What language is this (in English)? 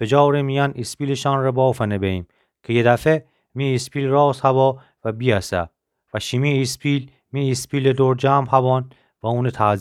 Gilaki